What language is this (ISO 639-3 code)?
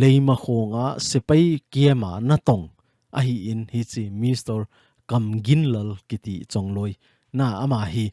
tcz